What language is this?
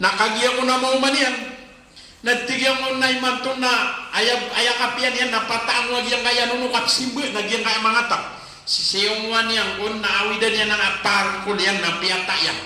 Maranao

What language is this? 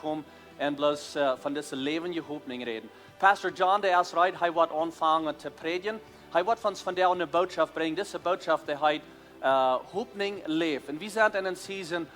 Plautdietsch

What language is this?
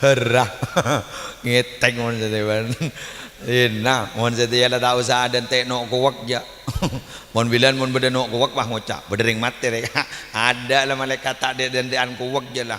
Madurese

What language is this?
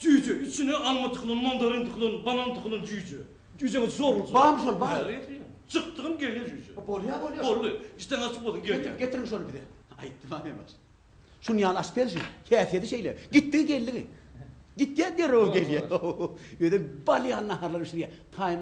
Turkmen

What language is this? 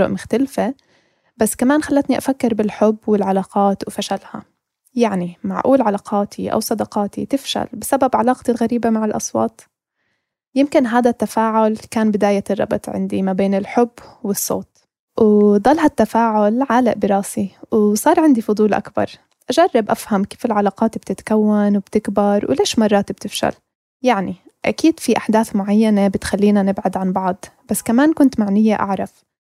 North Levantine Arabic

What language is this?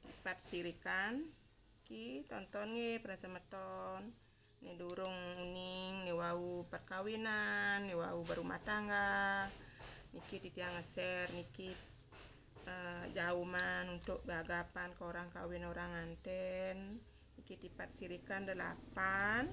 Balinese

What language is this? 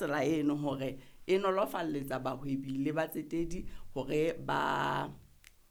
Southern Sotho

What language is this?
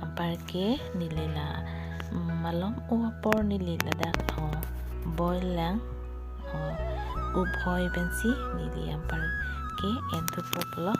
Karbi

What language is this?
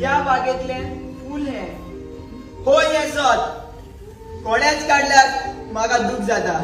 Konkani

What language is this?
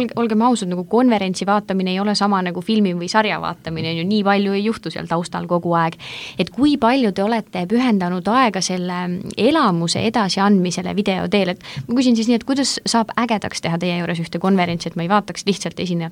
Estonian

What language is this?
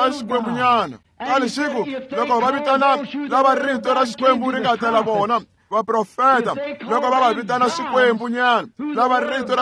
Tsonga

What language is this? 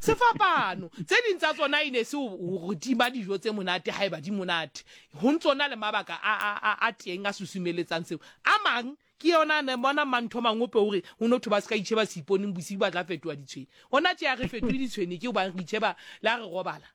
Southern Sotho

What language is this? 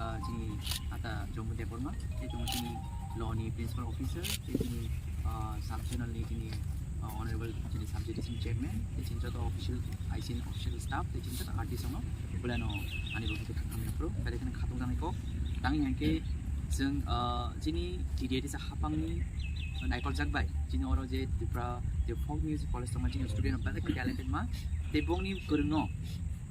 Kok Borok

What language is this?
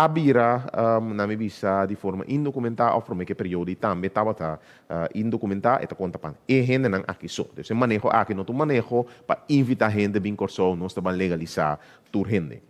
Papiamento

